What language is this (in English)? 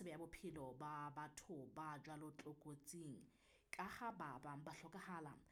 Southern Sotho